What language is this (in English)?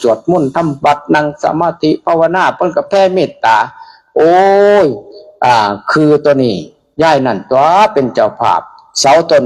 Northeastern Thai